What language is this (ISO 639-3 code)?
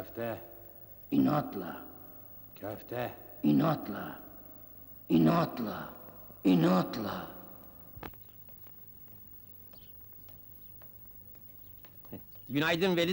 tur